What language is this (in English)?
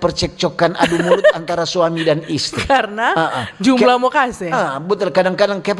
Manado Malay